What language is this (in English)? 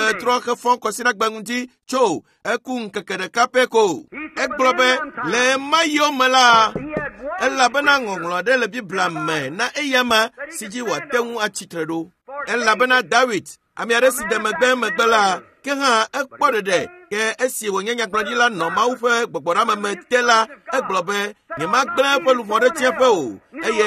Ewe